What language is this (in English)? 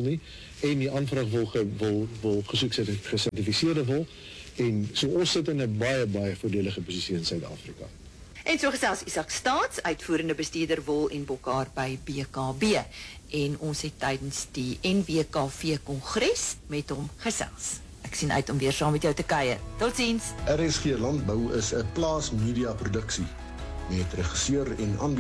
Afrikaans